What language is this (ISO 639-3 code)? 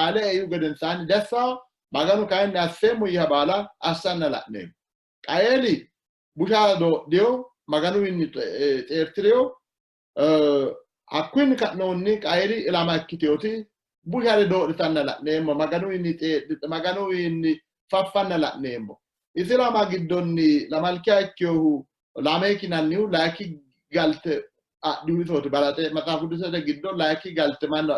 sid